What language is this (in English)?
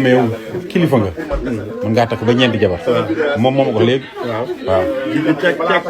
Wolof